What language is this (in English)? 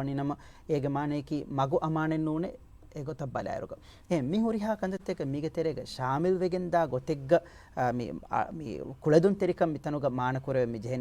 Divehi